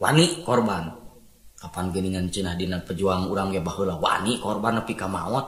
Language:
Sundanese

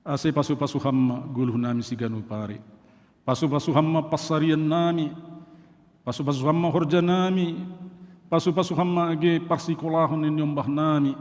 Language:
Batak Simalungun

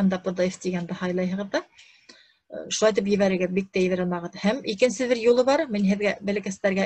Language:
Bashkir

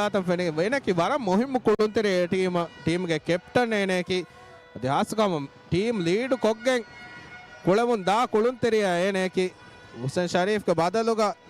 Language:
Divehi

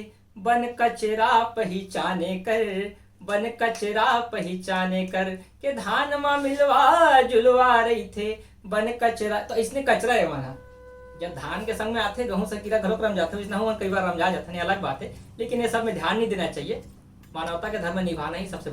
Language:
Chhattisgarhi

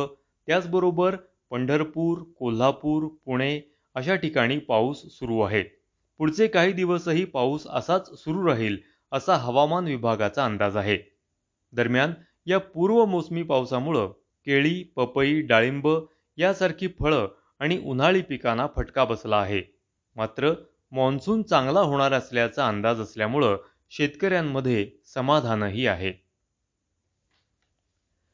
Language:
Marathi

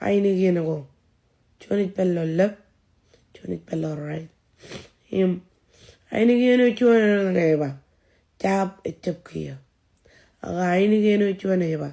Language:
Marshallese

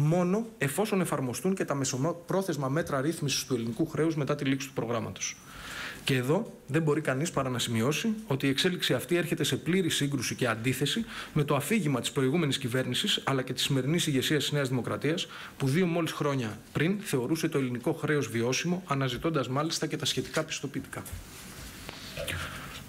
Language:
Greek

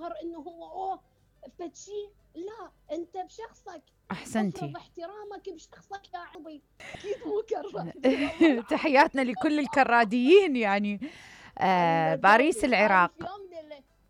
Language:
Mesopotamian Arabic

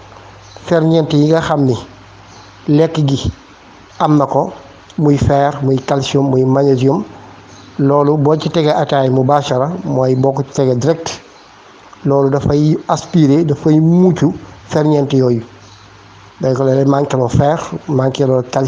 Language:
Wolof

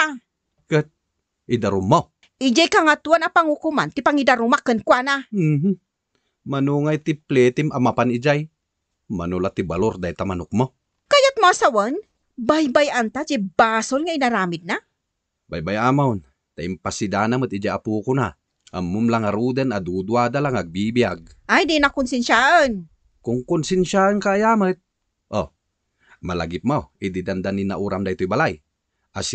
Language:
Iloko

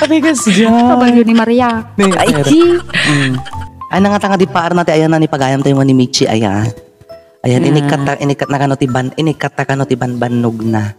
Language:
Iloko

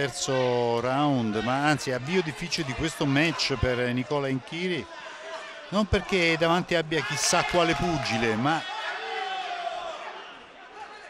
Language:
Italian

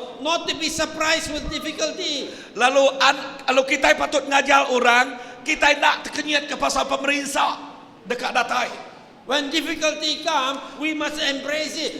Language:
Iban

